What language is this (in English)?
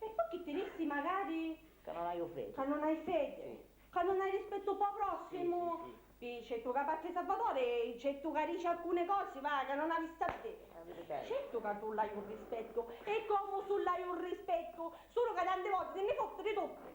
Sicilian